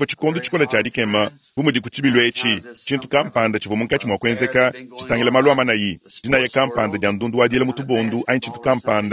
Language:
Luba-Lulua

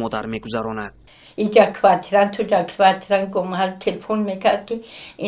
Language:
Tajik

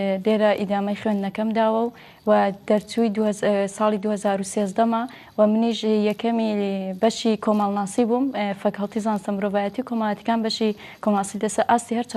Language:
Central Kurdish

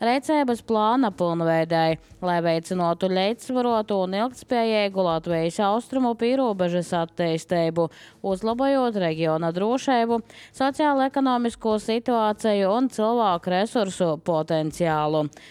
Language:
Latvian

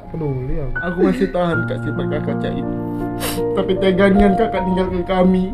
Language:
Musi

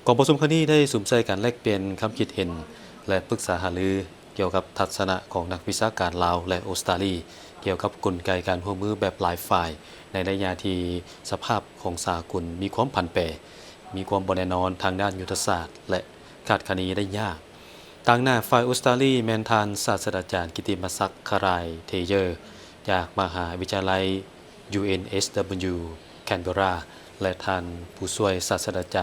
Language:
Lao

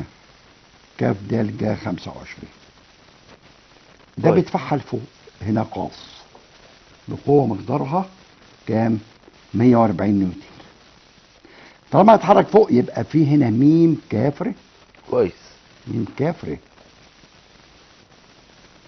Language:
Egyptian Arabic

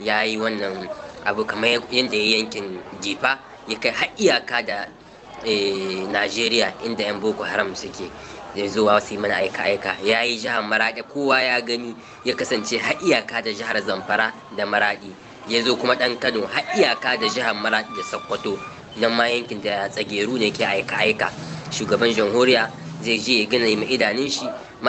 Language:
Hausa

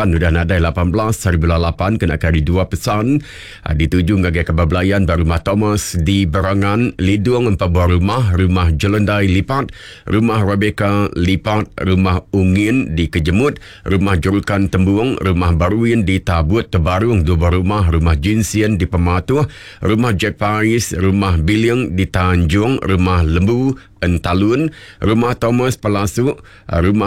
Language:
Iban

